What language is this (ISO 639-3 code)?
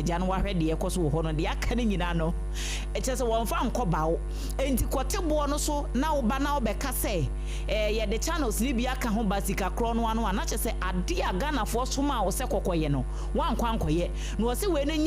aka